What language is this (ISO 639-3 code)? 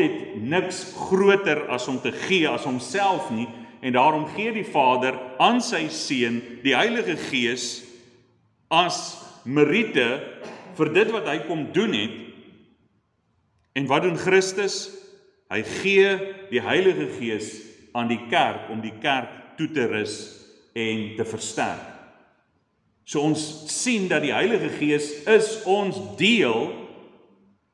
afr